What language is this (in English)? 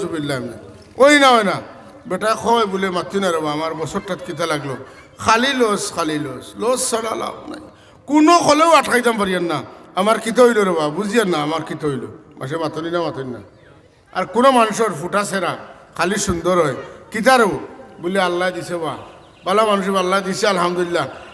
Sylheti